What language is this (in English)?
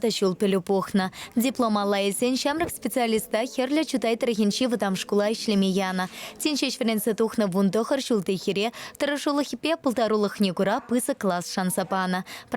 Chuvash